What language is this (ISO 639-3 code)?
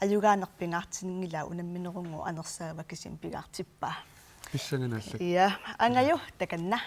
kal